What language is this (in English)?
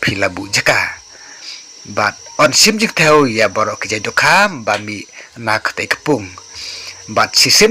Khasi